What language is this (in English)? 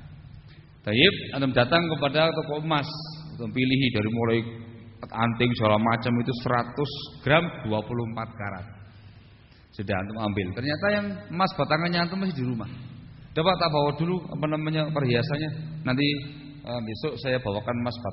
Indonesian